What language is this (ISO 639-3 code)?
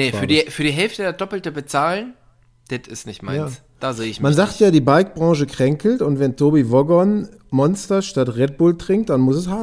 deu